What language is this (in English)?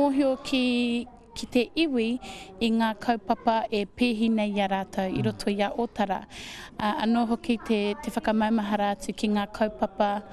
Māori